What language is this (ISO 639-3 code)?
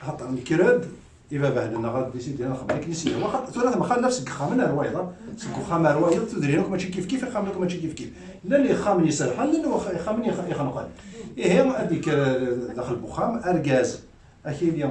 kab